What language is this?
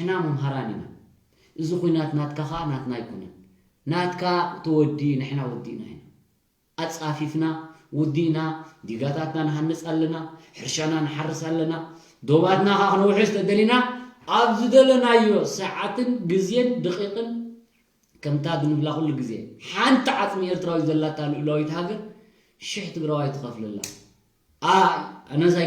Tigrinya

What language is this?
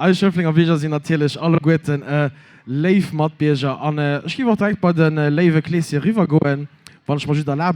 Luxembourgish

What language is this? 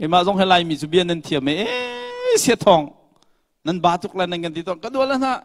Hakha Chin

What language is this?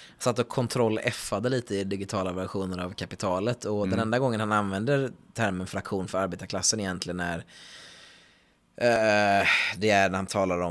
Swedish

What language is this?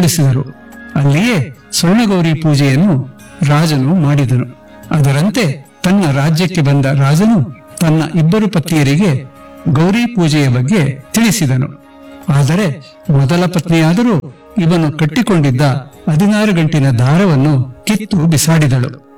Kannada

